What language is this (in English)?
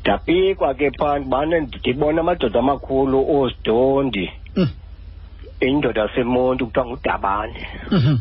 Xhosa